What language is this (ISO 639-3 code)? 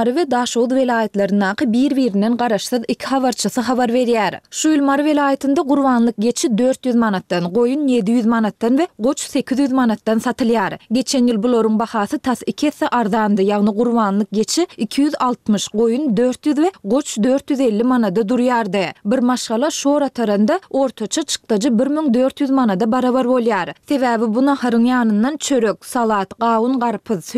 tuk